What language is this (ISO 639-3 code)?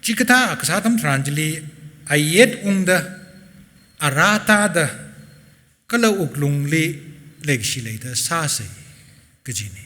nmf